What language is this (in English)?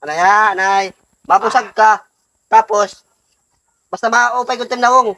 Waray